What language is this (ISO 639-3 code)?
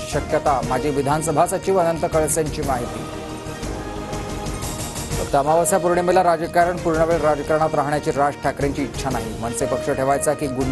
mar